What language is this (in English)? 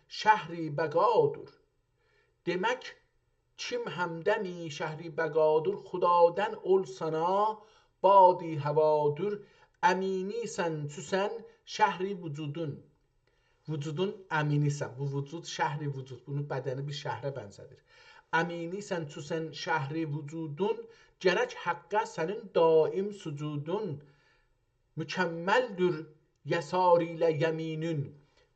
South Azerbaijani